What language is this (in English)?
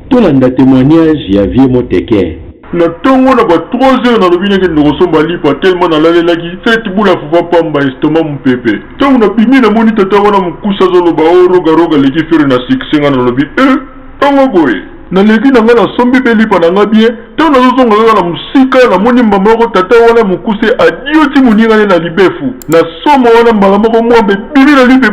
Lingala